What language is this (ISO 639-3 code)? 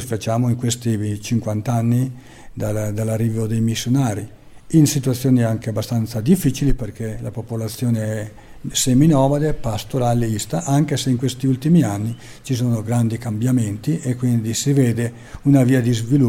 ita